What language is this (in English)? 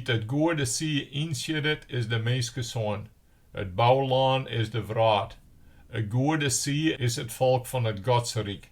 Western Frisian